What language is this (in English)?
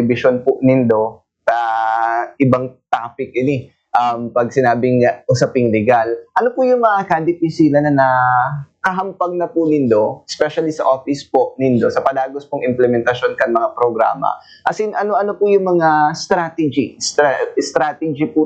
Bikol